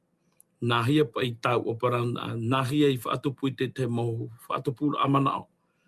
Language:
Tahitian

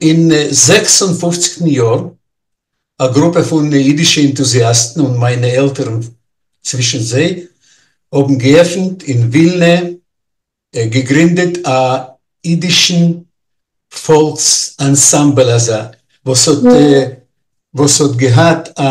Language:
Yiddish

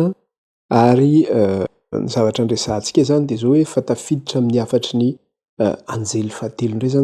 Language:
Malagasy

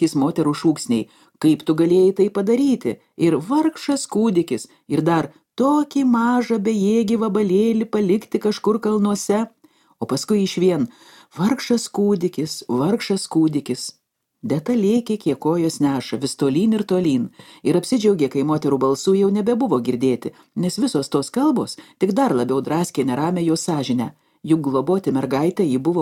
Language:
Lithuanian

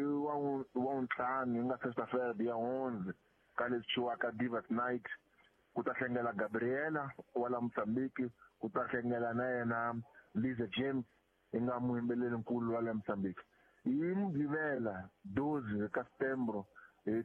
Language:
Tsonga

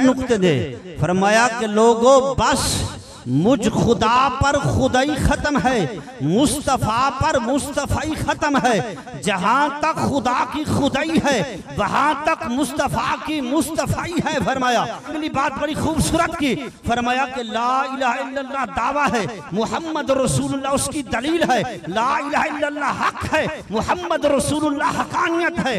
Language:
Saraiki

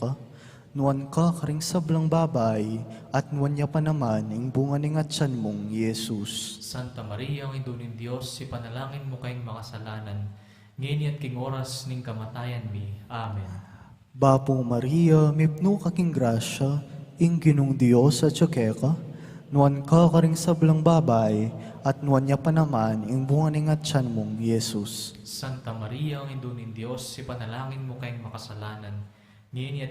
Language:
Pampanga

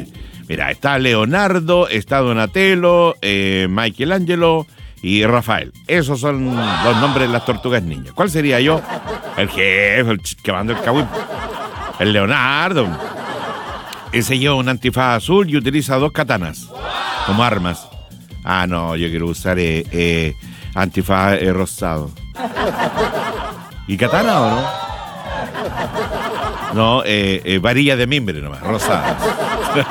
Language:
Spanish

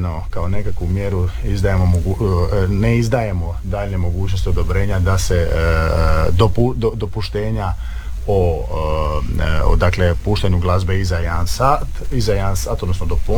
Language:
Croatian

